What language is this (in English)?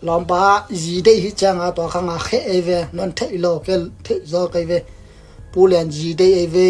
Tedim Chin